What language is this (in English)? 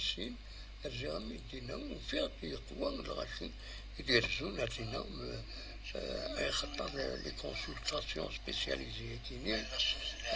Kabyle